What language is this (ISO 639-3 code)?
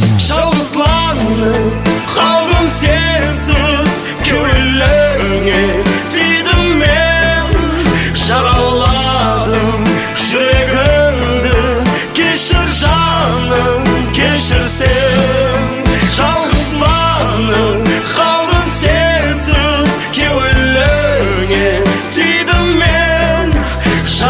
kaz